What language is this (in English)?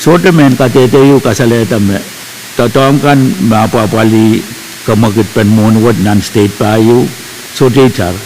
Pohnpeian